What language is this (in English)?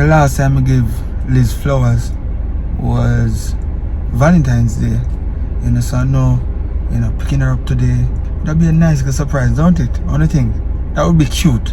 Jamaican Creole English